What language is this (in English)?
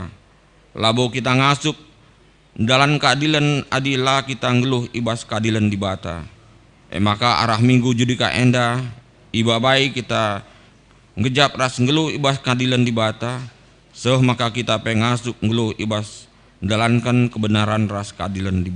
Batak Karo